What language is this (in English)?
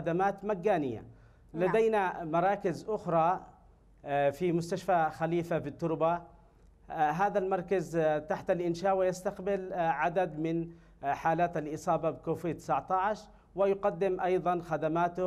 Arabic